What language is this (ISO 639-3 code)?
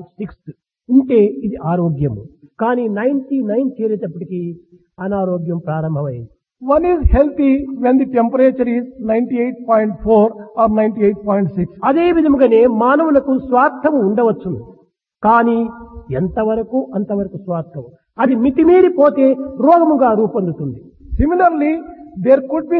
tel